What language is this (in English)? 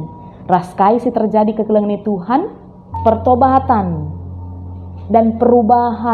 Batak Karo